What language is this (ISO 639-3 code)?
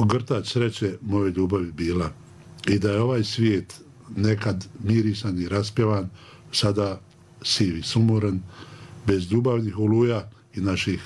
bos